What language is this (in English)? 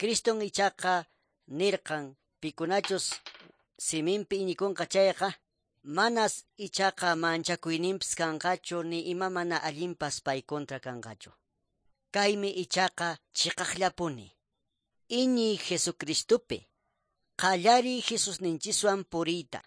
Quechua